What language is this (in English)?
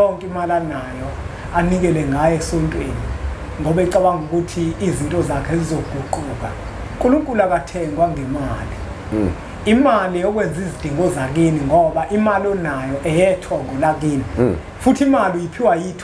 Zulu